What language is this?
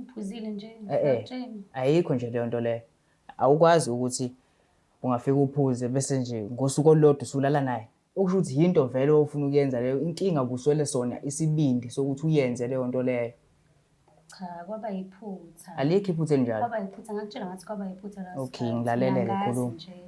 Zulu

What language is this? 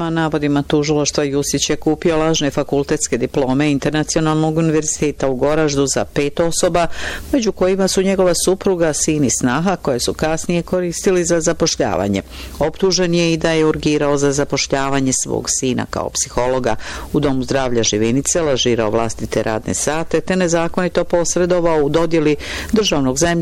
Bosnian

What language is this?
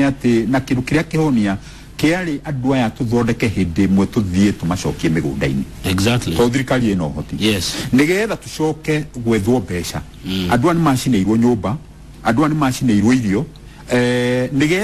Kikuyu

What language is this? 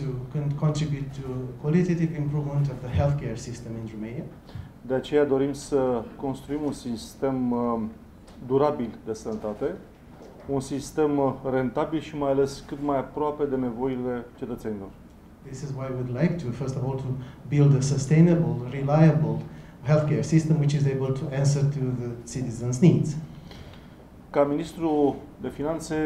Romanian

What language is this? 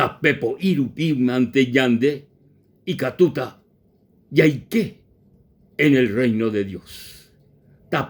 Guarani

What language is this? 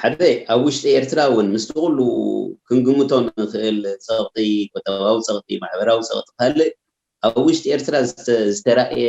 Tigrinya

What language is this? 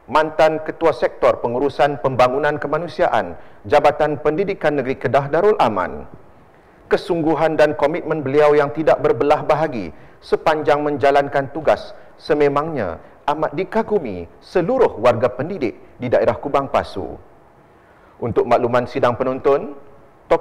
Malay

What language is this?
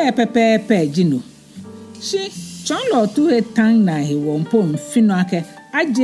Ga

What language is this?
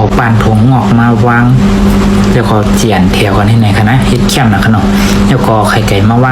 Shan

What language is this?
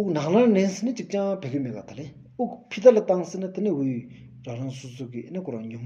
Stod Bhoti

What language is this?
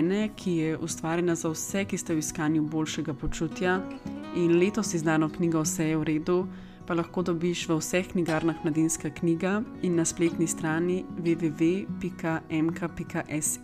Slovenian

